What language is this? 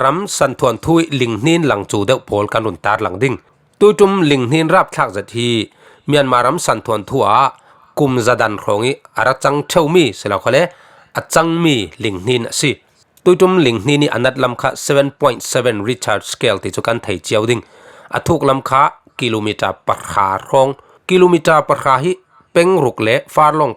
Falam Chin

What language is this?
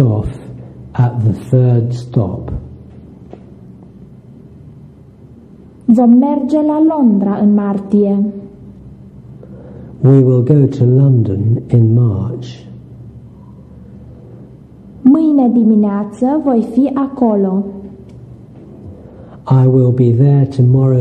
Romanian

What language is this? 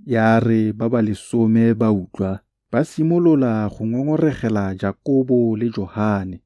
Tswana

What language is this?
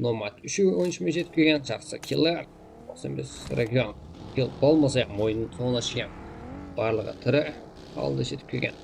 Kara-Kalpak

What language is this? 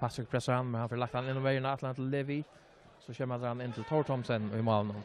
Faroese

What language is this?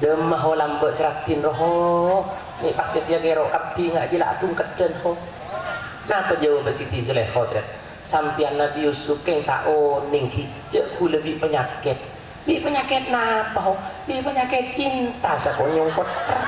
Madurese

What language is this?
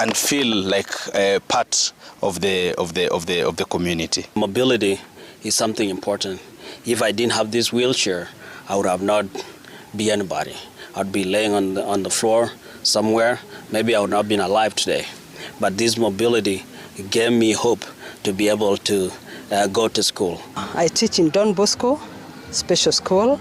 Gusii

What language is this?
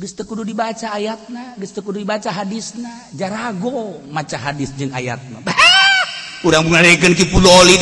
Sundanese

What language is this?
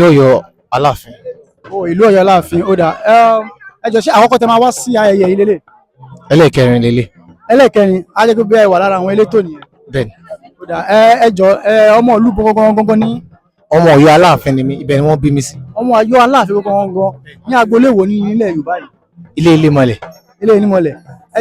Yoruba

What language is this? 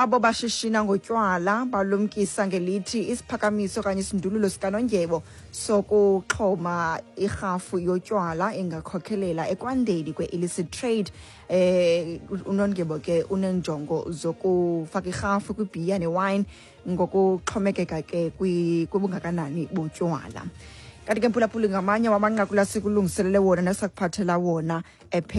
Xhosa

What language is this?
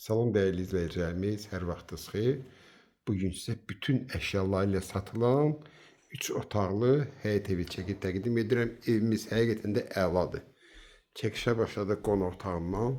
Azerbaijani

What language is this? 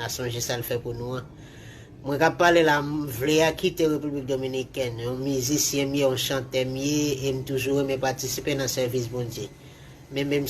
Haitian Creole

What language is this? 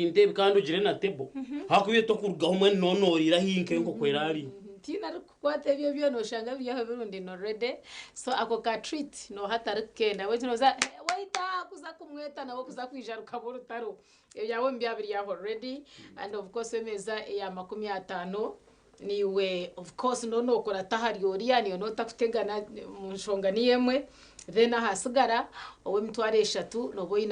Nyankole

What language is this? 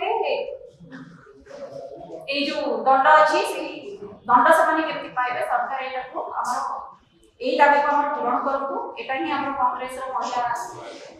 Odia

